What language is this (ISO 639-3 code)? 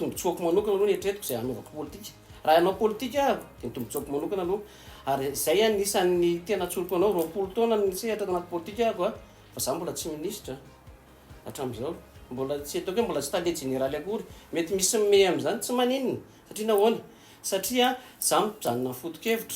mlg